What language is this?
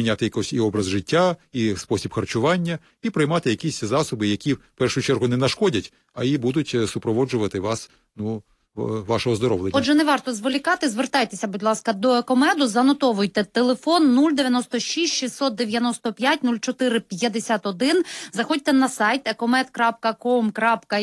Ukrainian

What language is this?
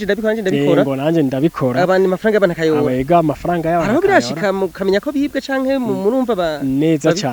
Rundi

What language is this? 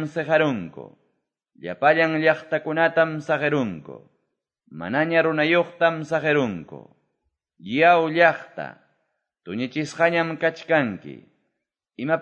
Quechua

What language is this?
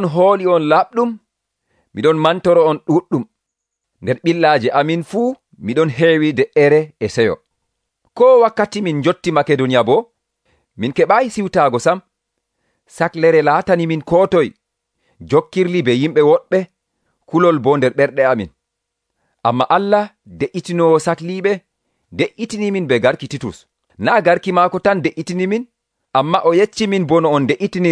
Nigerian Fulfulde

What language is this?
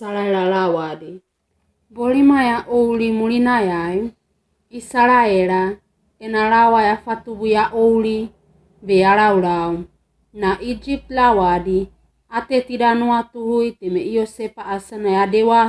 Wagawaga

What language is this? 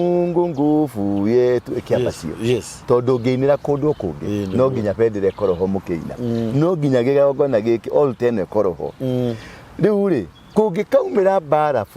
Kikuyu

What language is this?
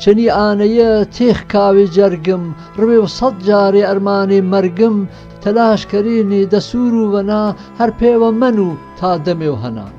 Gurani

